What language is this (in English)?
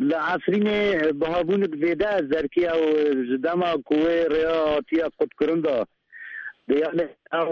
Kurdish